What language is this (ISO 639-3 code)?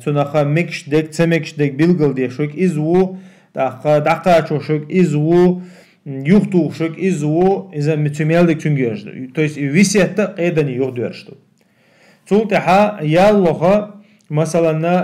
che